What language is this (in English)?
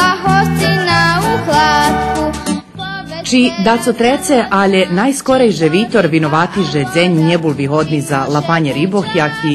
Rusyn